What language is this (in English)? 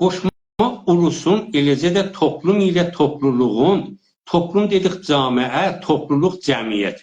South Azerbaijani